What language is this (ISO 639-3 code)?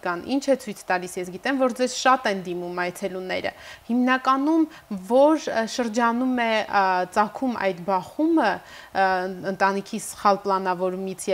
hye